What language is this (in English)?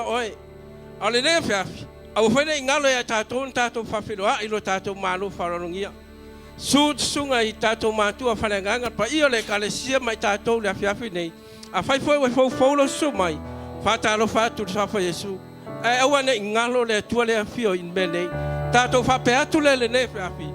Samoan